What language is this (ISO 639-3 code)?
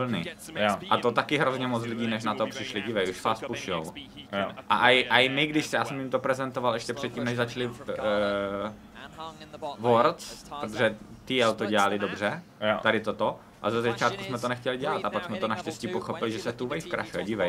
ces